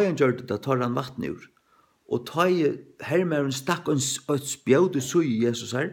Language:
Faroese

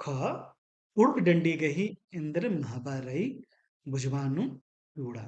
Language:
Kurukh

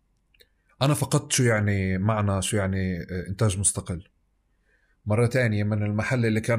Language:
North Levantine Arabic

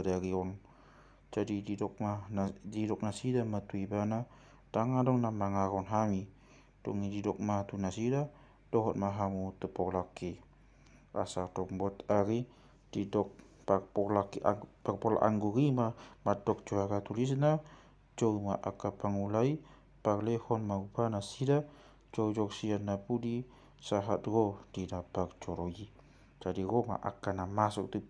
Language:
Batak Toba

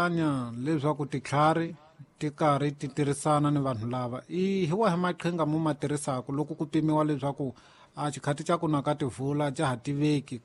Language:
Tsonga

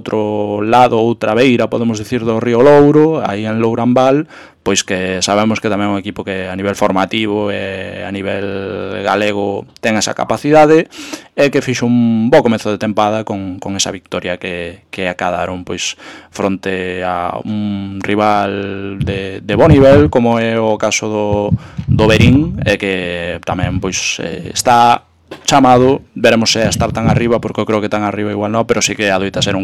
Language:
Galician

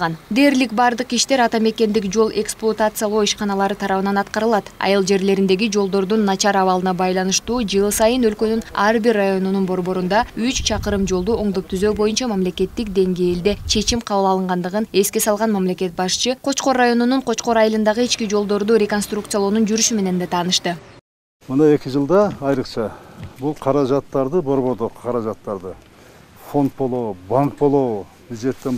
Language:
Kyrgyz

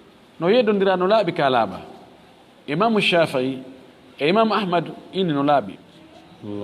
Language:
Fula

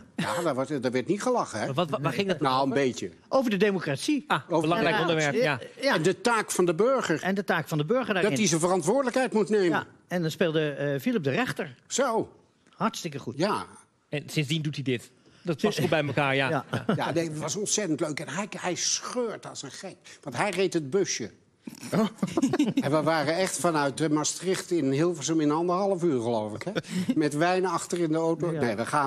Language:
Dutch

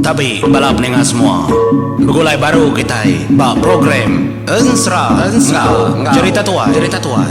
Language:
Iban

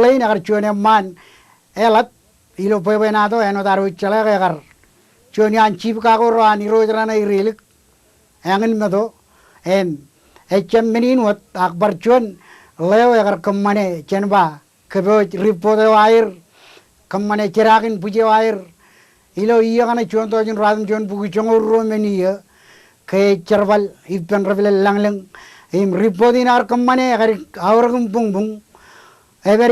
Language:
Marshallese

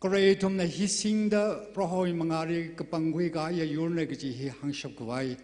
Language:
Tangkhul Naga (India)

